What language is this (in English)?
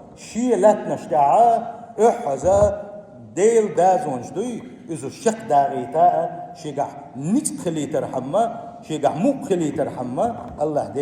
Chechen